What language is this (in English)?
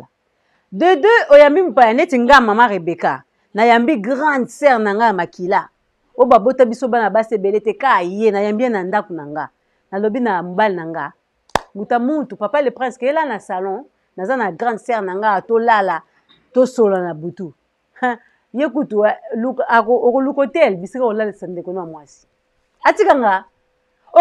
Lingala